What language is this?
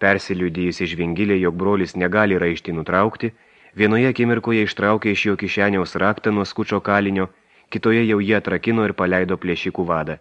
Lithuanian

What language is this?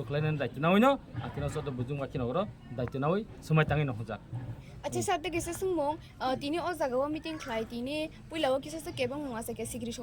Kok Borok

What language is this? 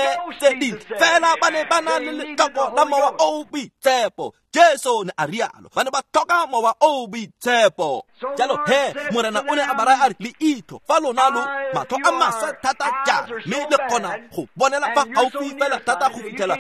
Tswana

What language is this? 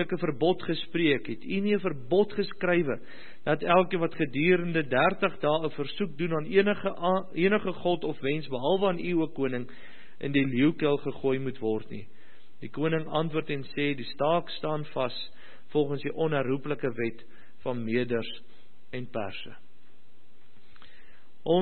Afrikaans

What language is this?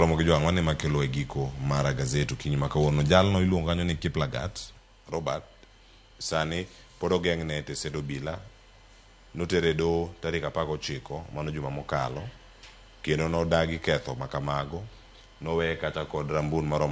Luo (Kenya and Tanzania)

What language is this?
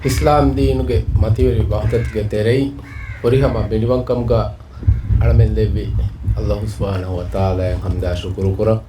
Divehi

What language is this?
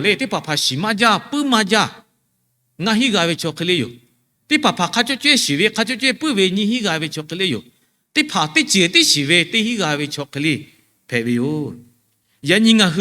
Lahu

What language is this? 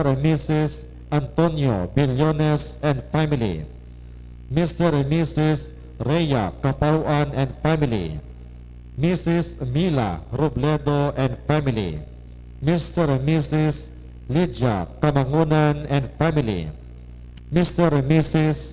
Hiligaynon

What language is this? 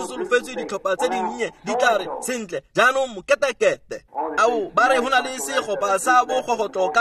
Tswana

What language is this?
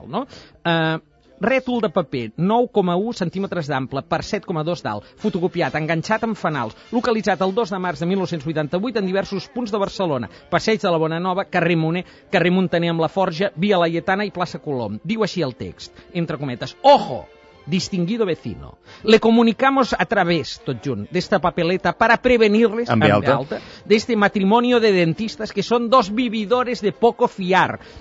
Catalan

